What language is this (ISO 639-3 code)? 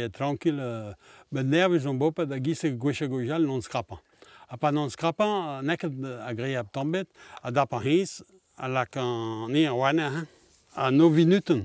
bre